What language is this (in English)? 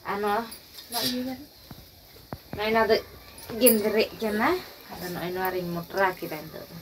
Santali